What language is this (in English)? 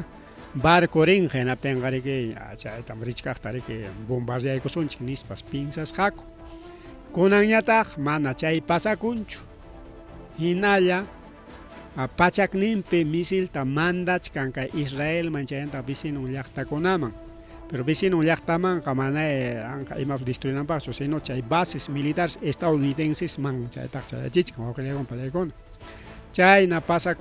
Ayacucho Quechua